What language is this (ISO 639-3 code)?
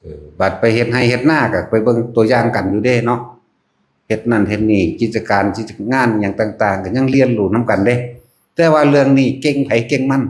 tts